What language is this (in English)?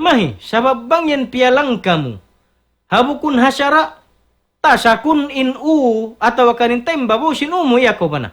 Tausug